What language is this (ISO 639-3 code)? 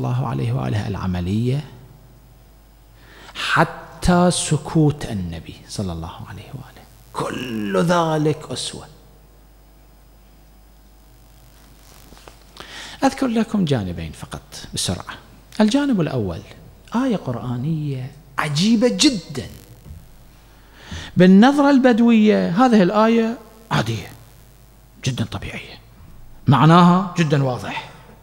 ara